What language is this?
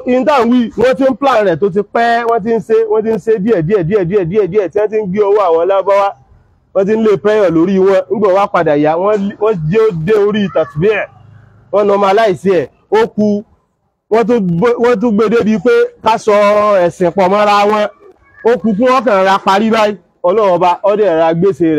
Yoruba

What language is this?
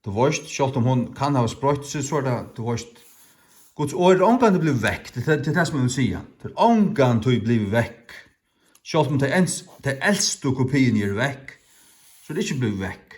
Faroese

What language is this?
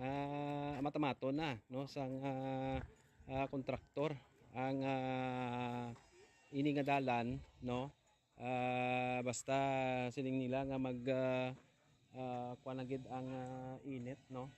Hiligaynon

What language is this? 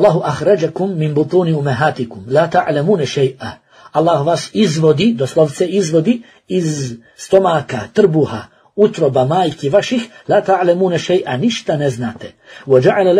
Bosnian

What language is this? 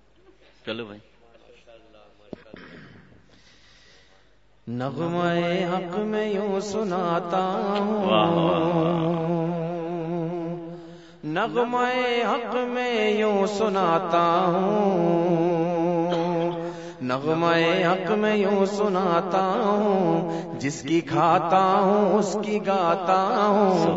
Urdu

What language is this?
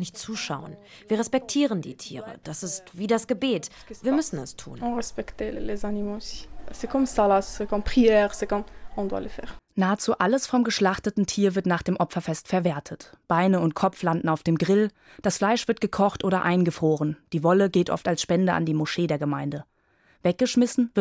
German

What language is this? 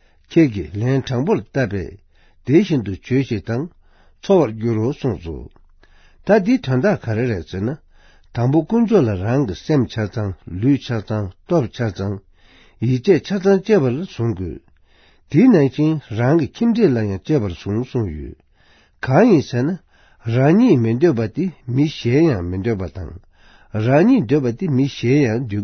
Tibetan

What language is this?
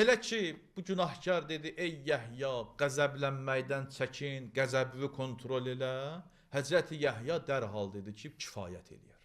Azerbaijani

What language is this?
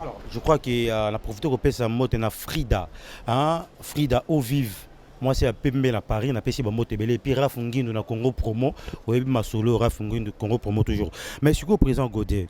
Lingala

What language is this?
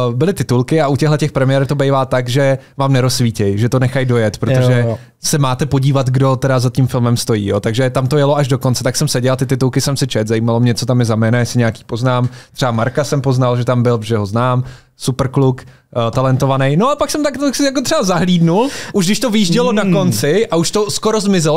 Czech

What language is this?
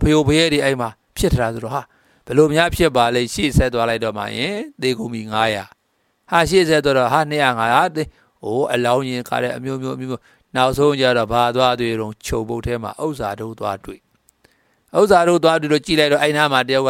Burmese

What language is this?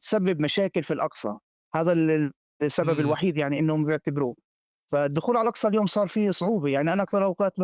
North Levantine Arabic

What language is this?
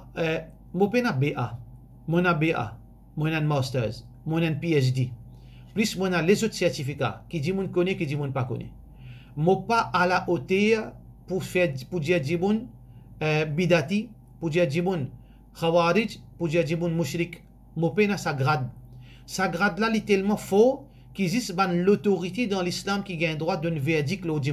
Morisyen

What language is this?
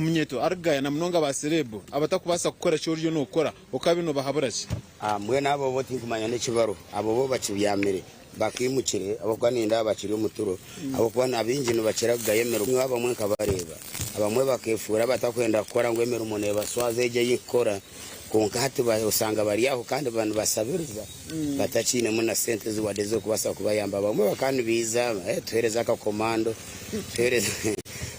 Nyankole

